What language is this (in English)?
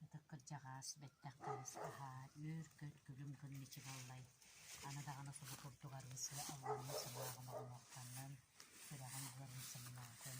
Yakut